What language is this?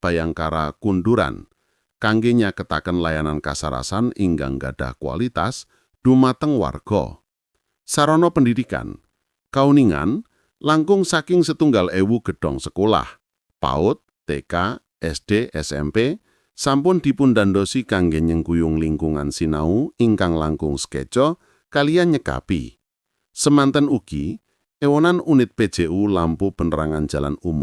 Javanese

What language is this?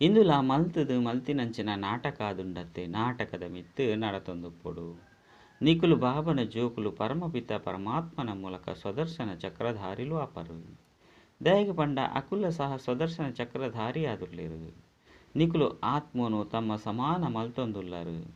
Tulu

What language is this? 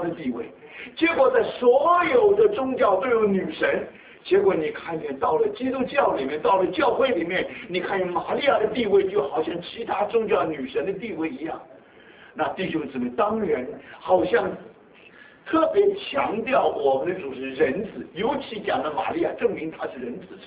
Chinese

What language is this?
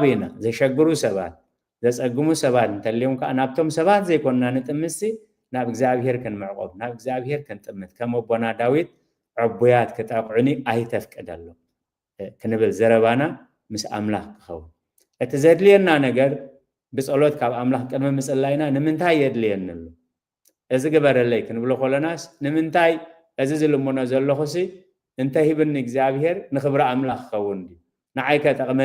Tigrinya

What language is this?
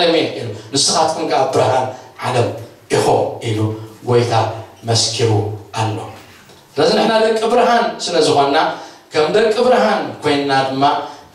Tigrinya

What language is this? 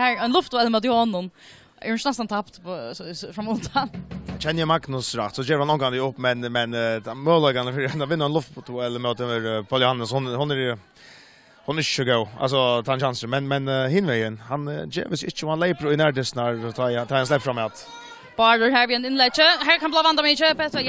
Faroese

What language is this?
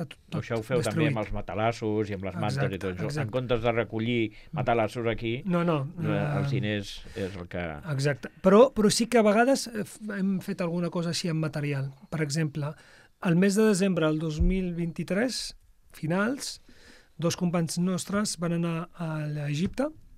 Catalan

